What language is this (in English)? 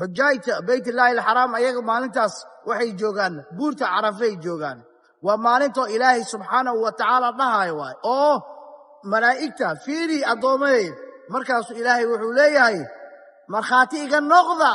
Somali